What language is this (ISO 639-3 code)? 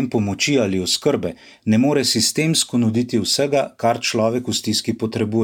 slv